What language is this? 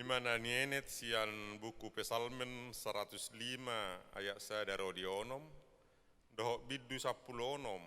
Batak Toba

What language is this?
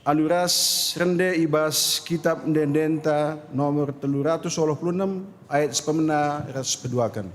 Batak Karo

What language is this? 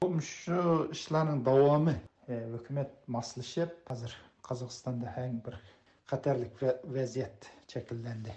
Uyghur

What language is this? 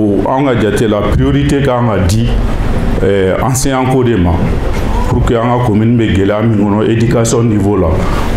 Bambara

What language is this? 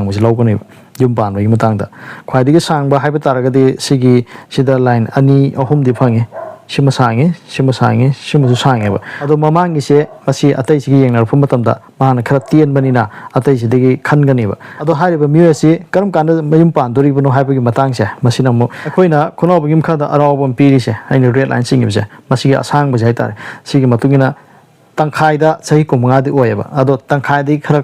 Manipuri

